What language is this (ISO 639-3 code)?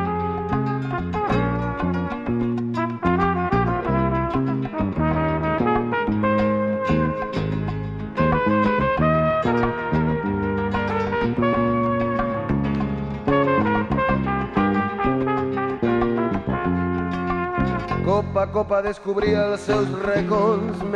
cat